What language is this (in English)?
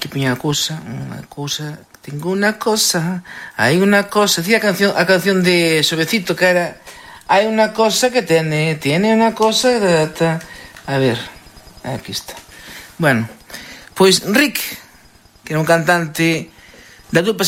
Galician